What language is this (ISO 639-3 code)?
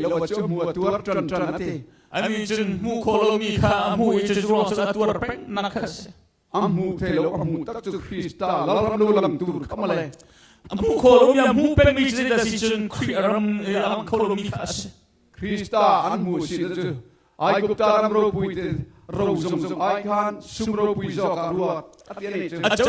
cnh